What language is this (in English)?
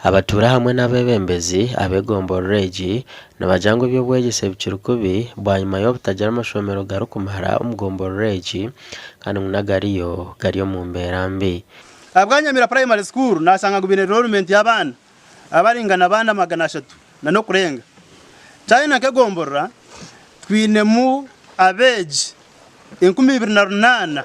Nyankole